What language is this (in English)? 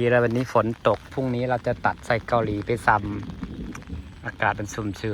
Northeastern Thai